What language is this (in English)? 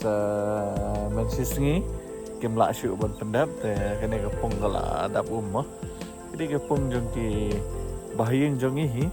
Khasi